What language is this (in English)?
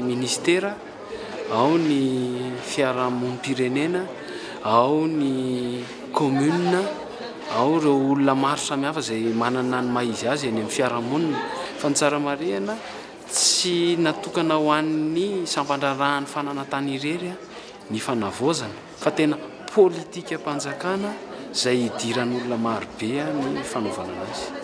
Malagasy